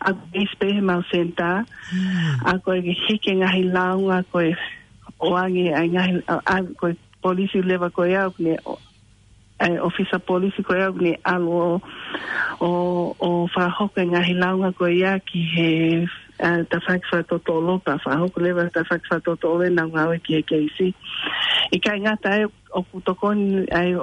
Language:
Tongan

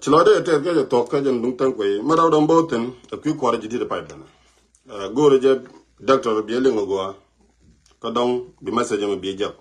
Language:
Nuer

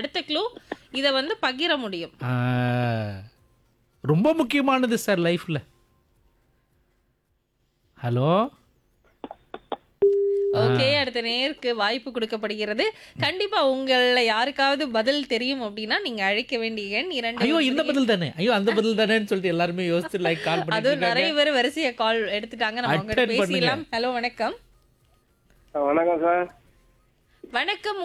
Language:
Tamil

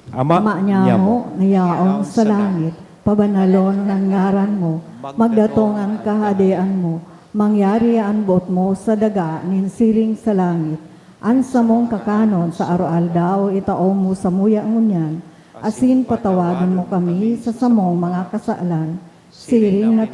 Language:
Bikol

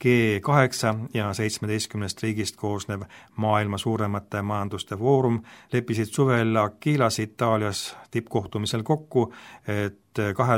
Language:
Estonian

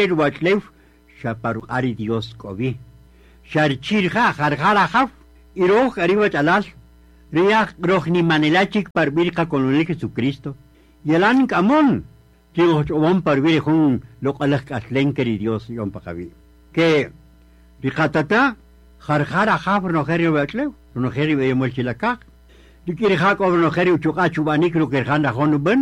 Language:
Kaqchikel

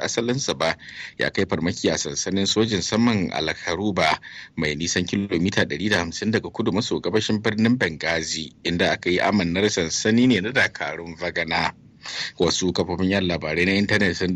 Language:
Hausa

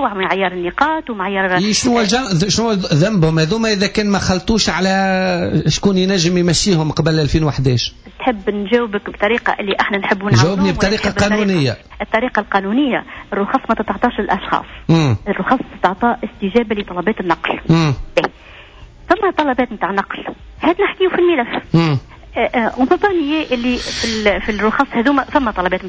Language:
Tunisian Arabic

